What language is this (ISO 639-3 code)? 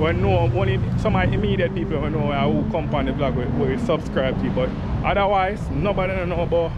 jam